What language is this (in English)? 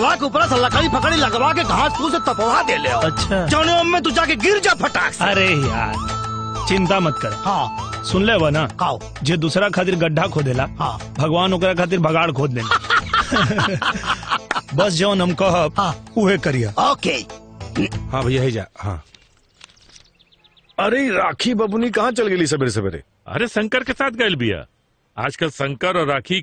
Bhojpuri